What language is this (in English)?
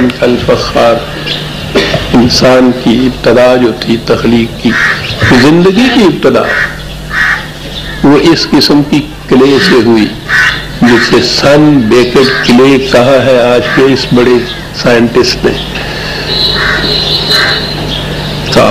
Urdu